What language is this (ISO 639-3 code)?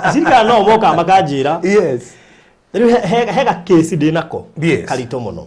kik